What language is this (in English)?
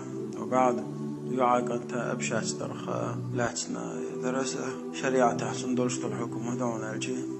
Chechen